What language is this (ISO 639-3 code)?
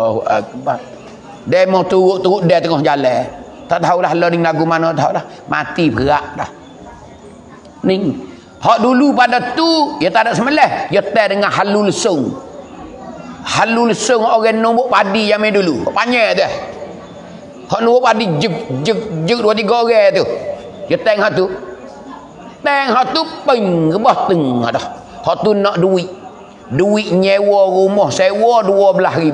mfa